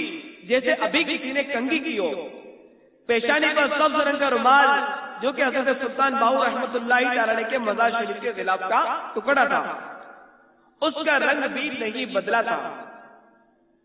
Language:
Urdu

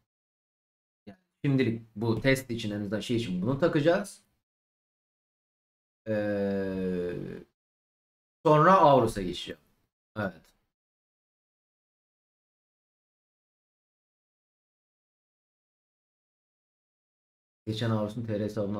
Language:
Turkish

